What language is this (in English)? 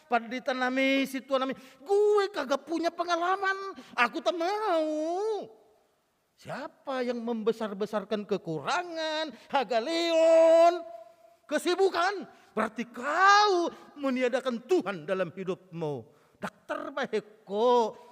Batak Toba